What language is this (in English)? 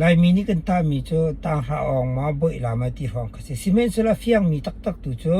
Hakha Chin